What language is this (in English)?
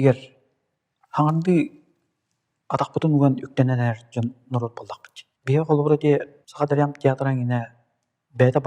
Yakut